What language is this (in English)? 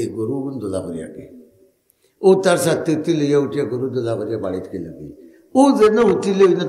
Sylheti